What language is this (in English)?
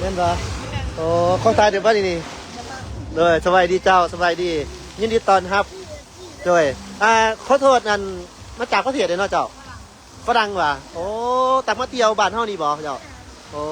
Lao